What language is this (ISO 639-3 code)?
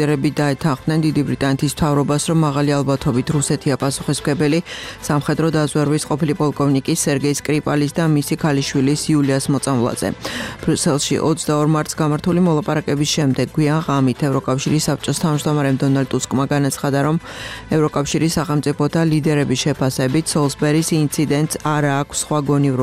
kat